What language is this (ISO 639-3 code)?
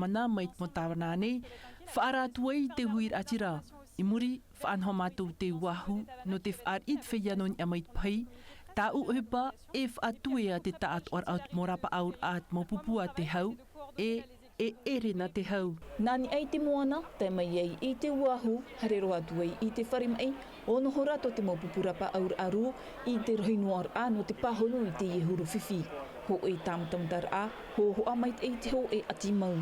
tah